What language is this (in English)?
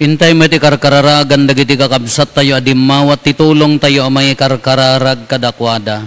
Iloko